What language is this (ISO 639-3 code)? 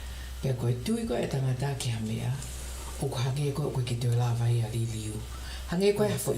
ton